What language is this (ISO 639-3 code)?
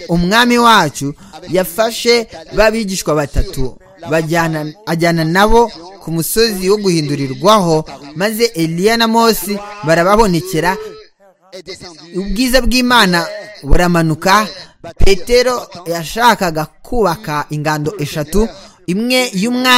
kin